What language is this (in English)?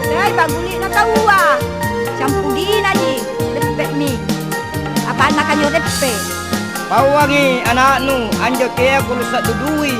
Makasar